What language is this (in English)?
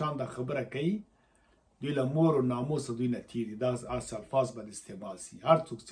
Pashto